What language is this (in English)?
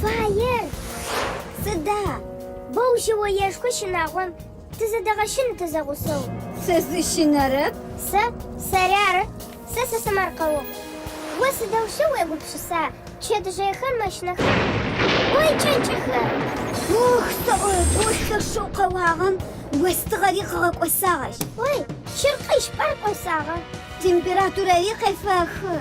Adyghe